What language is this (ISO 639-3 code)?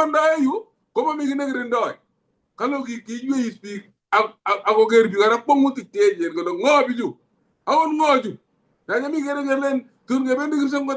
kln